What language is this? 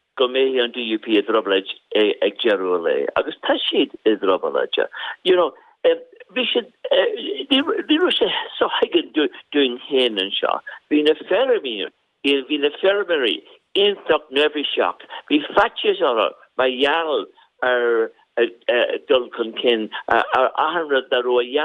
Irish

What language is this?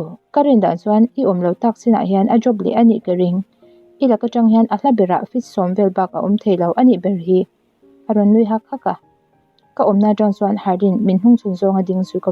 Mizo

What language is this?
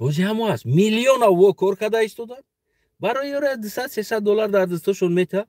Tajik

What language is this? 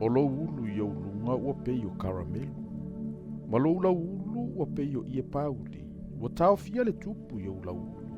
Samoan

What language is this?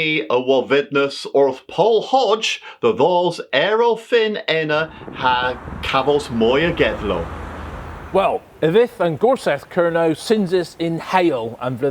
Cornish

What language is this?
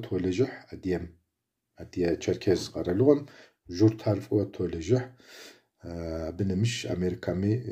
Kabardian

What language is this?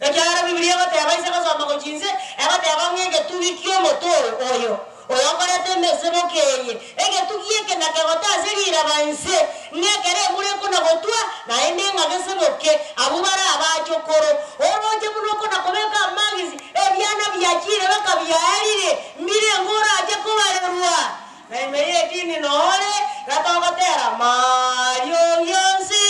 Gusii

